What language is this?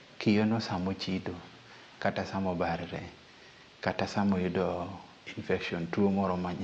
Luo (Kenya and Tanzania)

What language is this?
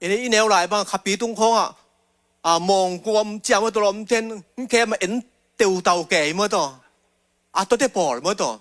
Tedim Chin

